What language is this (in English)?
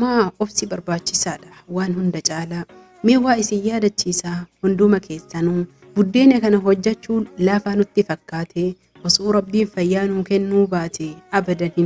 Oromo